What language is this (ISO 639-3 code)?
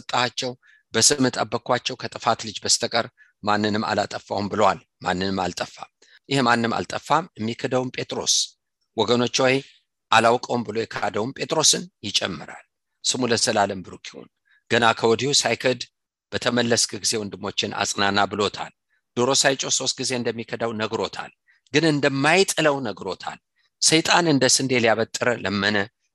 amh